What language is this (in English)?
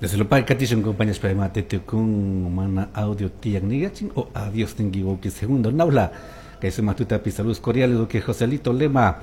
Chimborazo Highland Quichua